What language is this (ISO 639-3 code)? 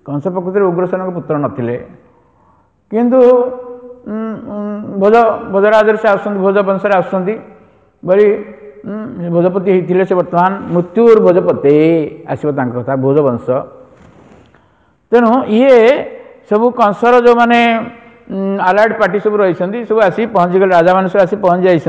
ori